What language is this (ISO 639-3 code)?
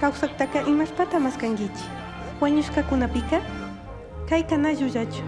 qug